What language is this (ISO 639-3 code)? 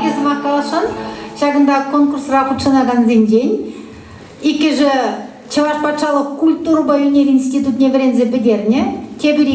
chv